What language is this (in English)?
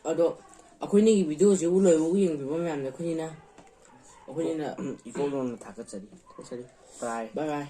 Manipuri